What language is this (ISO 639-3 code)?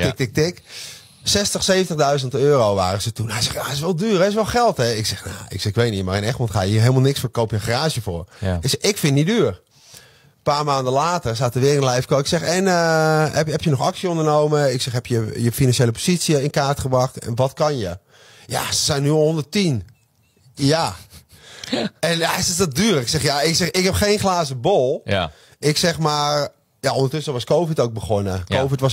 nld